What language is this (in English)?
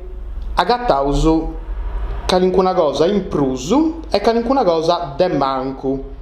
Sardinian